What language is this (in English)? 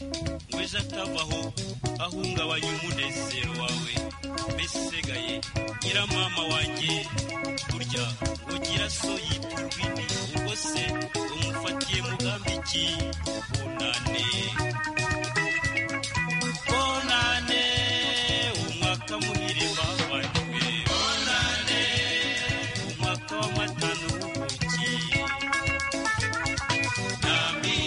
Kinyarwanda